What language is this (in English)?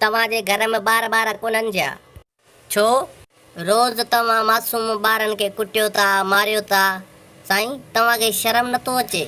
Sindhi